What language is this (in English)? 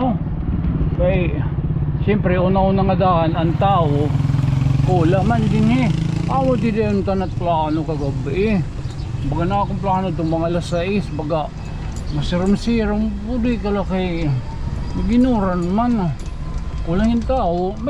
Waray